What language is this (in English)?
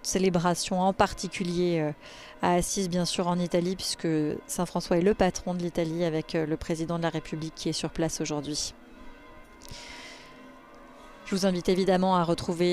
French